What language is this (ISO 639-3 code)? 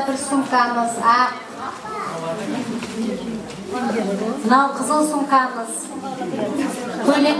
kaz